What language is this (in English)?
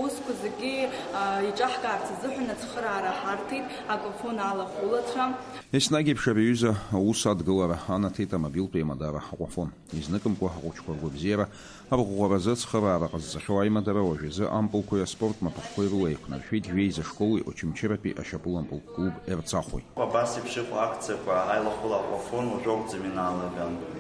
Abkhazian